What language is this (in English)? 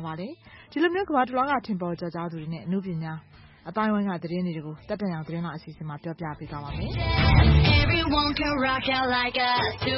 Burmese